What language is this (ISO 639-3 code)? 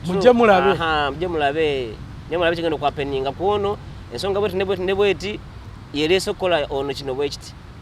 lug